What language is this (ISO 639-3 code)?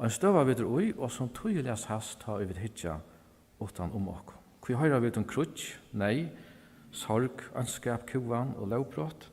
fao